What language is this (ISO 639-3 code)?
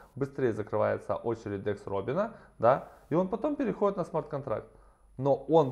rus